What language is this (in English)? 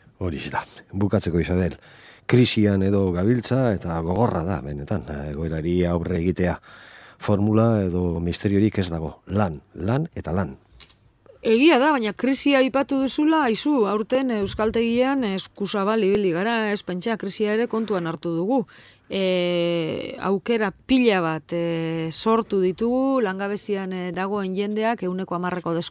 Basque